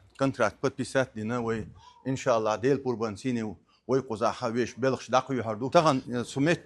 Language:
Chechen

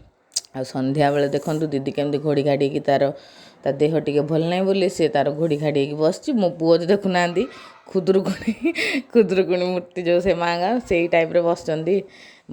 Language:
Odia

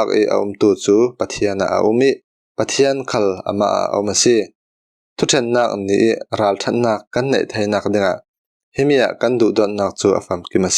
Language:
Falam Chin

